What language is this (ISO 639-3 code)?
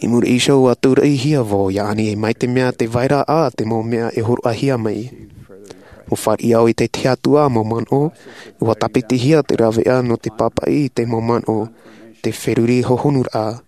tah